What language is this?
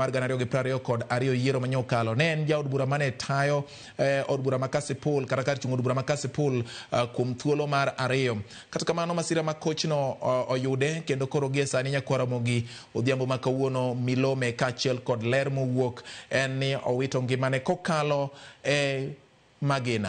Luo (Kenya and Tanzania)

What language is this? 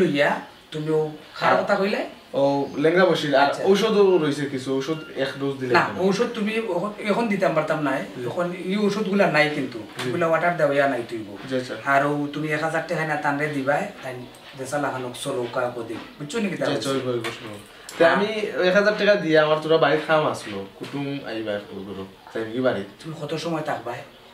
Sylheti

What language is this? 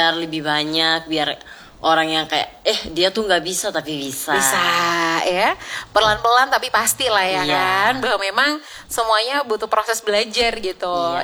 Indonesian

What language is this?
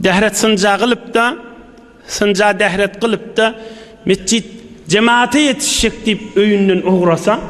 Turkmen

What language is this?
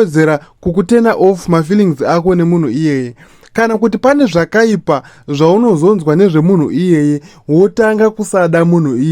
Shona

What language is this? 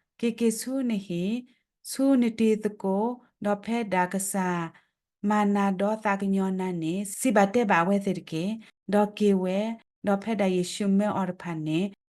S'gaw Karen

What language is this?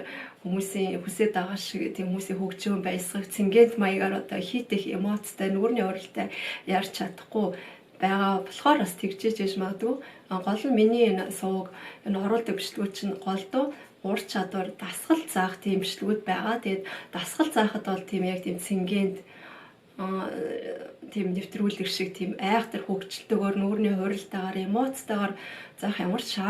Mongolian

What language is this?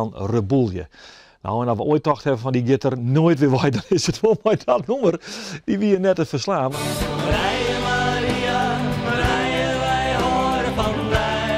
Western Frisian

